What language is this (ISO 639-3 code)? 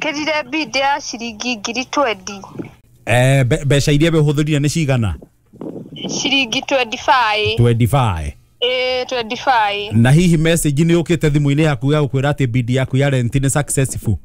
kik